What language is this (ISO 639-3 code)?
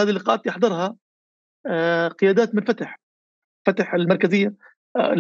apc